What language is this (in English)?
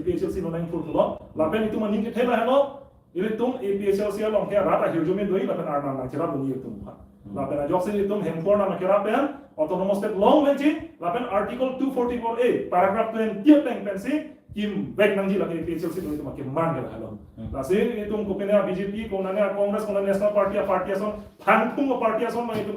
Karbi